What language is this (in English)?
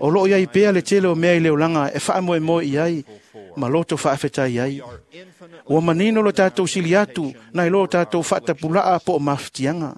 Samoan